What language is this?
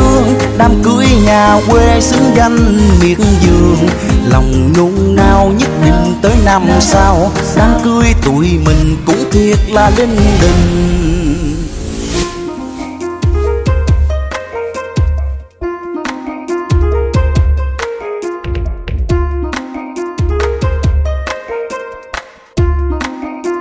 Vietnamese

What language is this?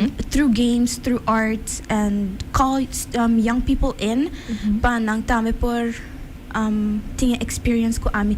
Papiamento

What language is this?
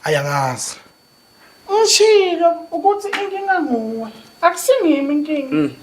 Zulu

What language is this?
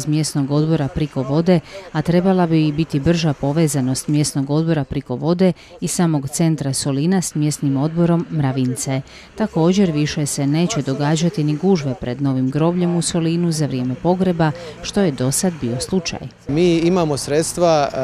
Croatian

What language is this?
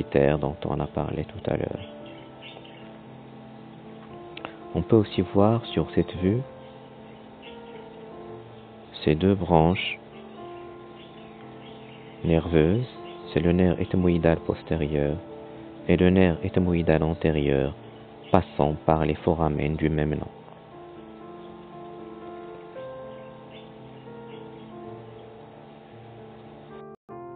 French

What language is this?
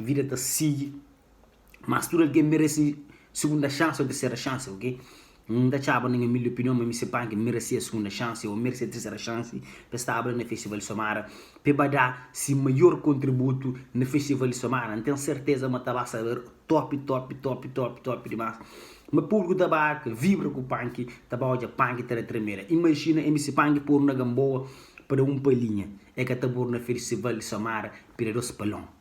Kabuverdianu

